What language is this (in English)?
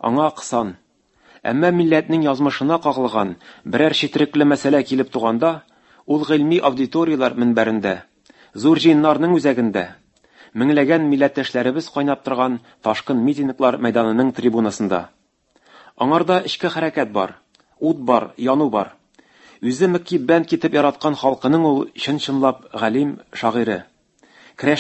Tatar